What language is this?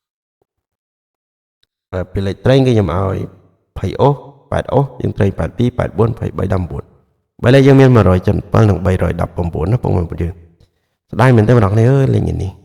Khmer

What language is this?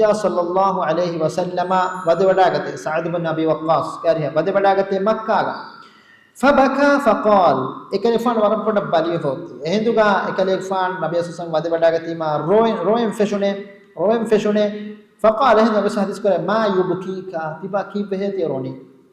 Divehi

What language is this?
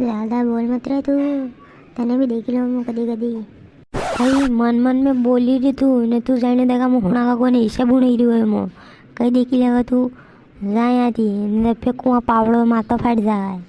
Rajasthani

